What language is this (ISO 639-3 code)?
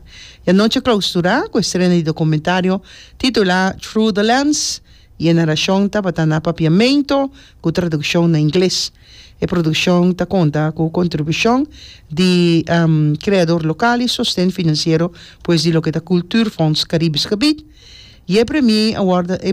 pap